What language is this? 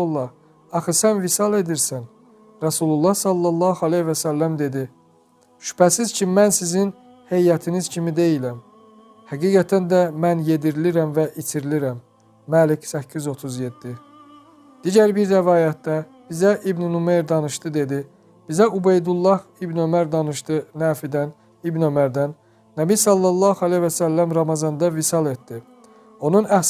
Azerbaijani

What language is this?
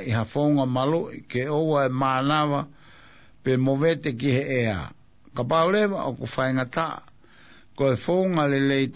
Tongan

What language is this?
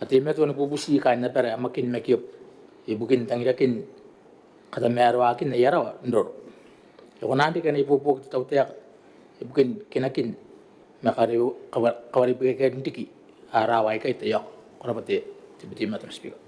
Gilbertese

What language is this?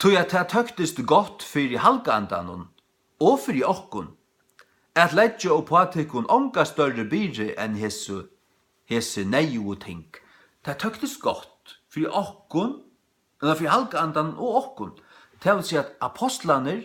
Faroese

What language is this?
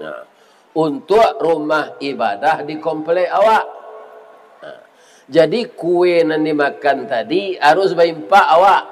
Minangkabau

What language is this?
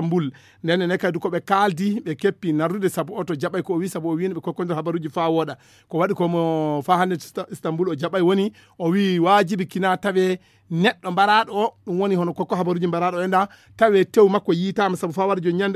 Fula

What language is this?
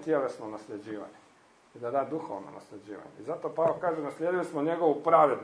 Croatian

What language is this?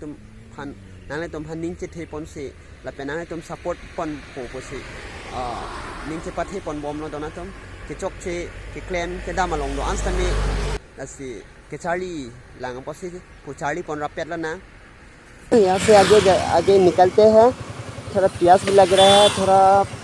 Karbi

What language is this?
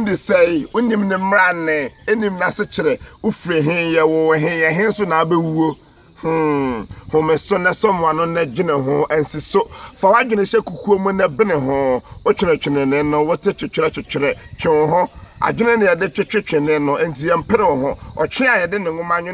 Akan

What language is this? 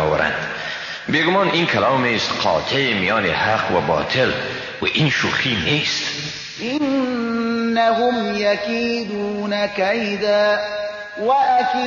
Persian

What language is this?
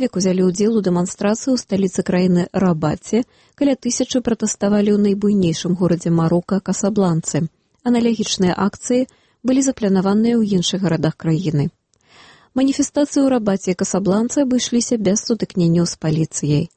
Belarusian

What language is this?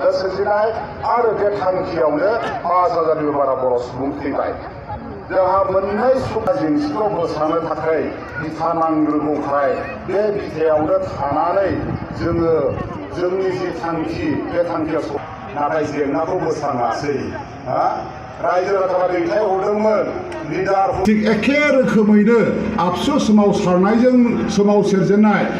Bodo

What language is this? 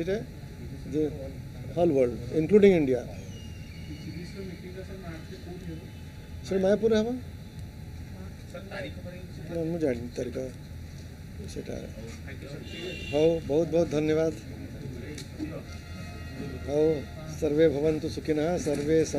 Odia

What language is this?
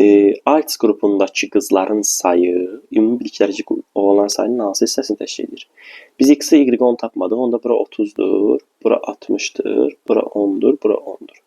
Azerbaijani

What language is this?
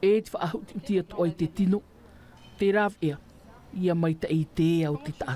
Tahitian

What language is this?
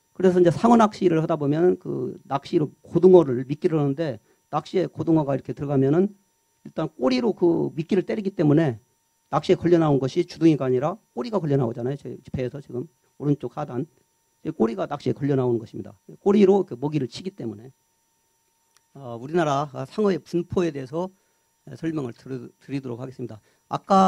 Korean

